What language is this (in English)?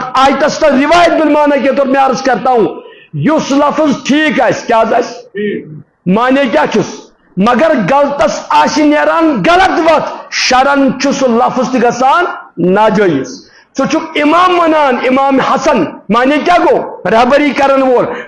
Kashmiri